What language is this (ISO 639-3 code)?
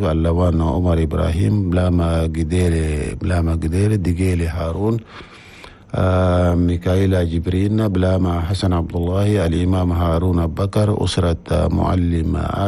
shu